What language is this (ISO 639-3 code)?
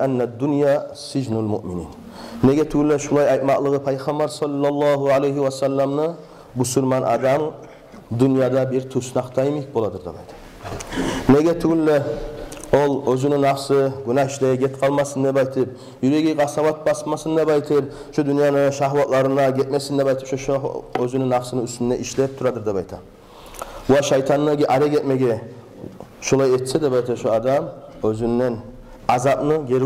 kum